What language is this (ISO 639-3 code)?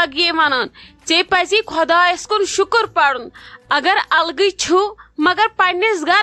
kas